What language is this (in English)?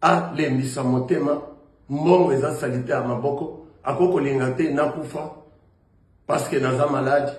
Lingala